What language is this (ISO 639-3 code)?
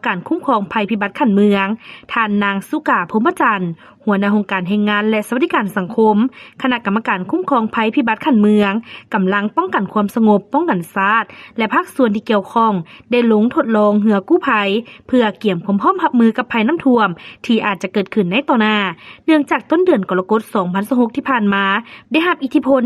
lao